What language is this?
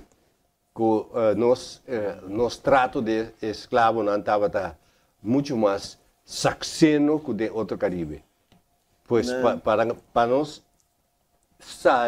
Papiamento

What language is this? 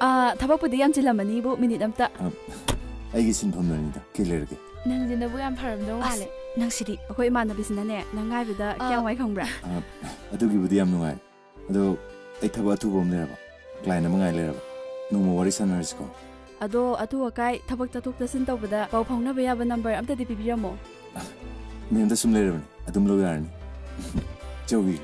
Manipuri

